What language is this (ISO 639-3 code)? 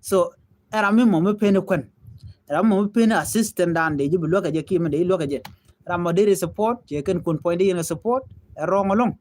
nus